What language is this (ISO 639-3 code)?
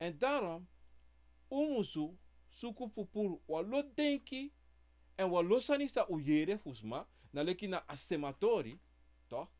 srn